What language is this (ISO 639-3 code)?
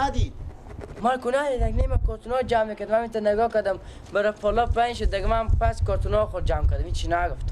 fas